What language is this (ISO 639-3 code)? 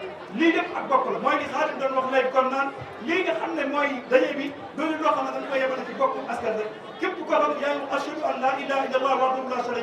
wol